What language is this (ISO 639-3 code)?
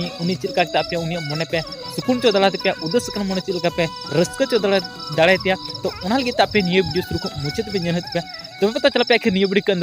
sat